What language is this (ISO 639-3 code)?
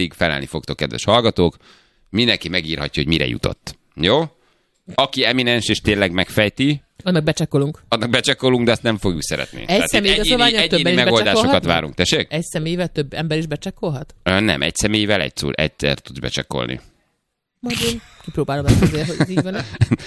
hun